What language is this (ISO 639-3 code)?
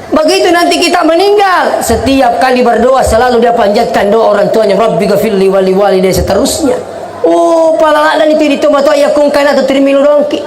bug